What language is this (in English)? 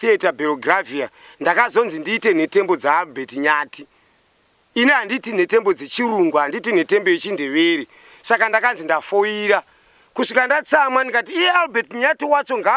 Shona